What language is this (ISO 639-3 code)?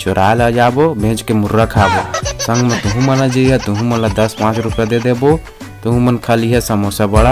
hne